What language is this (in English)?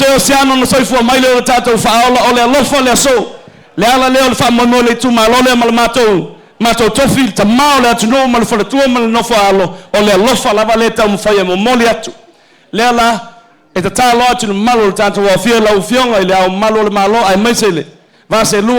Samoan